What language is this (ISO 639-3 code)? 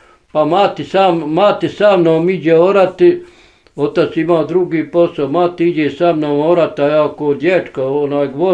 bos